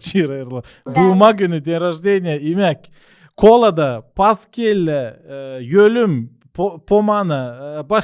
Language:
Gagauz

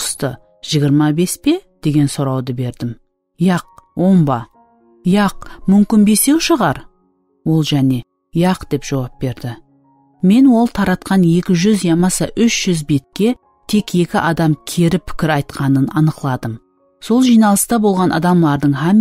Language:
Kara-Kalpak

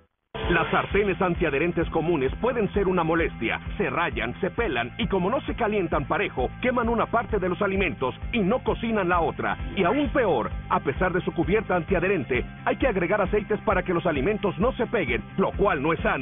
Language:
Spanish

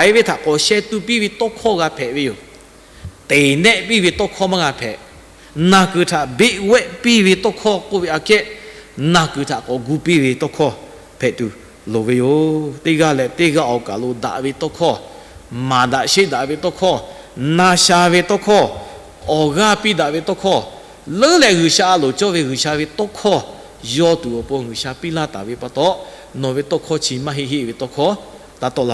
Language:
Lahu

